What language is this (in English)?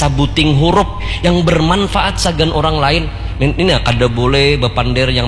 Banjar